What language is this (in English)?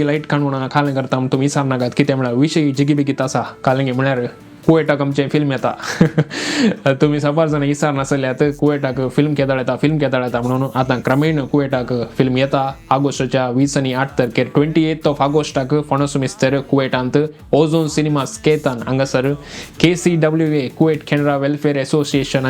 Konkani